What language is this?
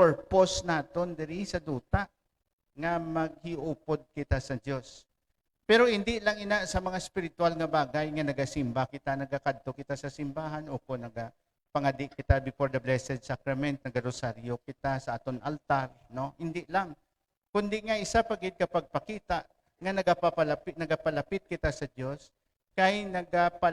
Hiligaynon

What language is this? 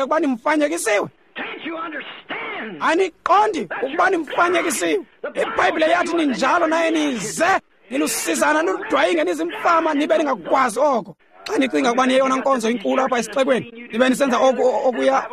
Xhosa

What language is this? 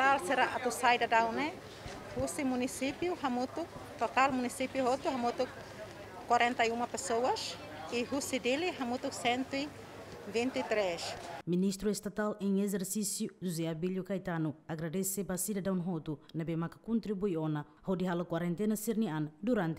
Tetum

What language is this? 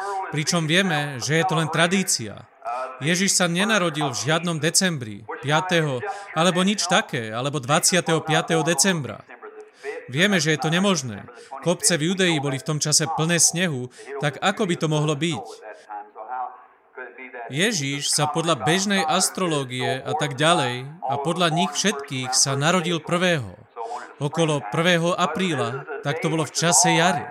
Slovak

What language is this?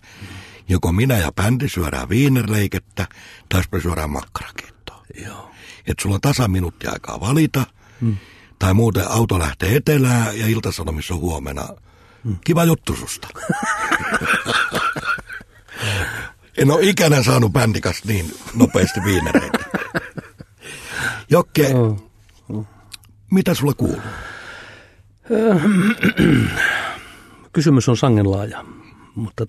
Finnish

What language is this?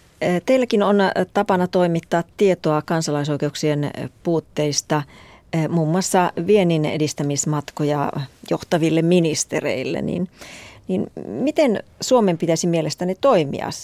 Finnish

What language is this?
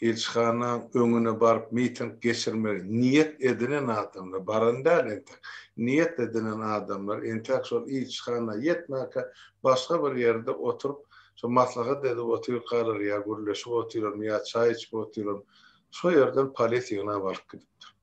Turkmen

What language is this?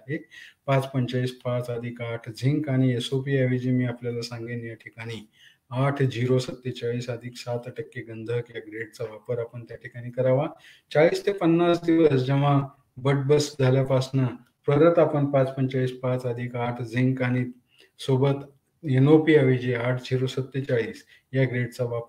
Marathi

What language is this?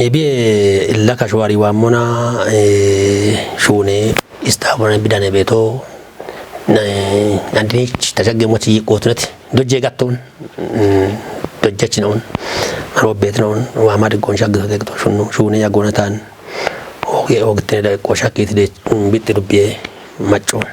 Kafa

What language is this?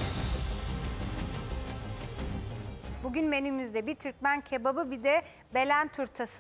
Turkish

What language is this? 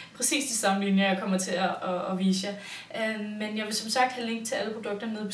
Danish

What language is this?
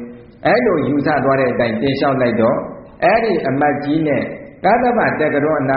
Burmese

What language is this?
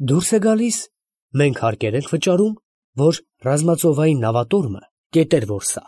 Armenian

